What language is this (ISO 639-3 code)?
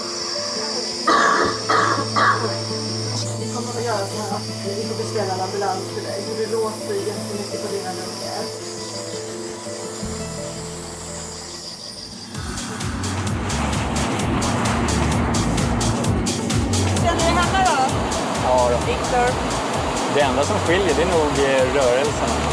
swe